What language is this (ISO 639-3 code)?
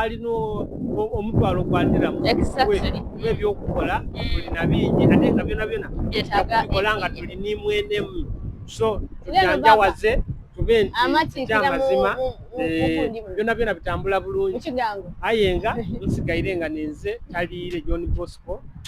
xog